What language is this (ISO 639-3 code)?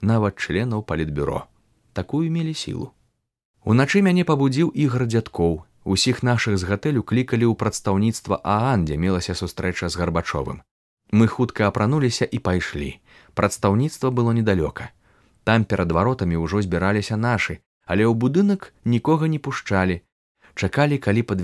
bel